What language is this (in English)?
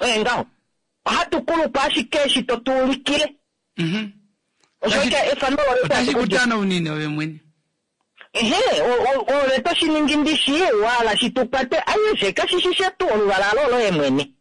Kuanyama